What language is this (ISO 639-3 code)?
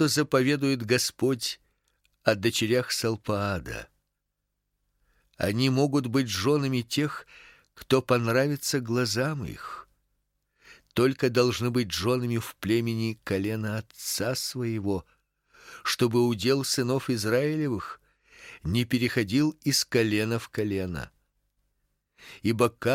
rus